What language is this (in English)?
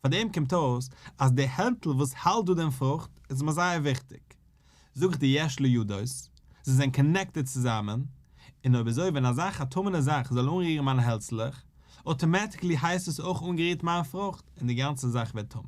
Yiddish